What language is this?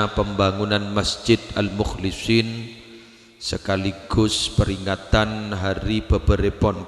Madurese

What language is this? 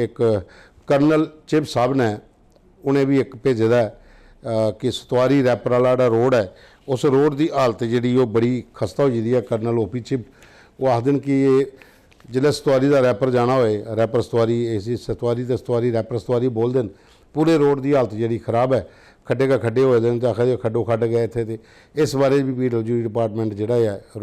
Dogri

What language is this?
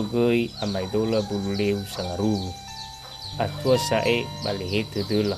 Nias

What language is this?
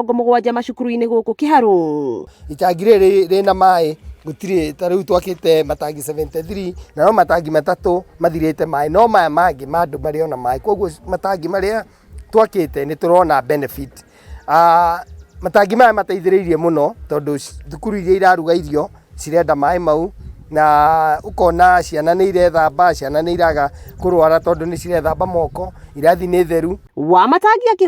Kikuyu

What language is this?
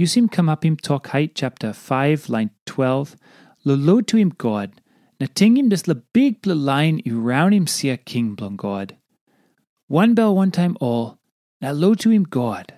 Tok Pisin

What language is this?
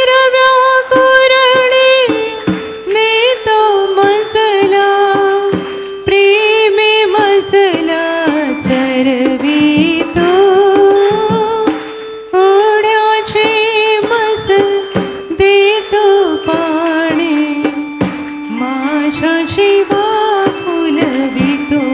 Marathi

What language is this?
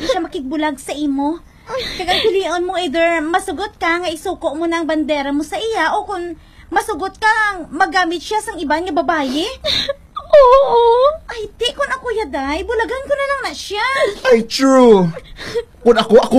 Hiligaynon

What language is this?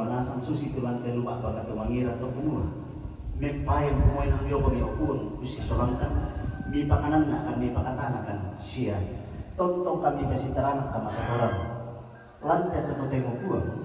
Toraja-Sa'dan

